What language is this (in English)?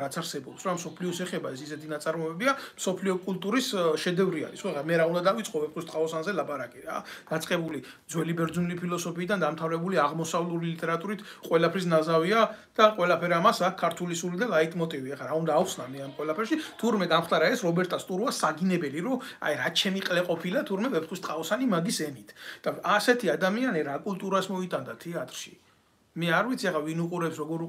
Georgian